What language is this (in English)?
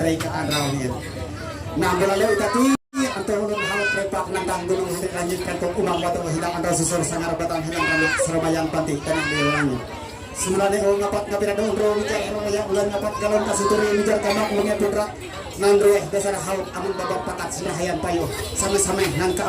Ma'anyan